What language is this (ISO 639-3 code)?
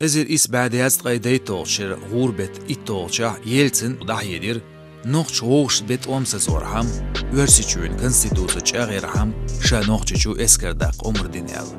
che